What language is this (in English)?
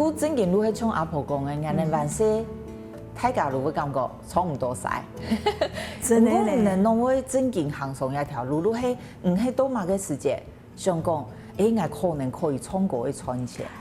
Hakka Chinese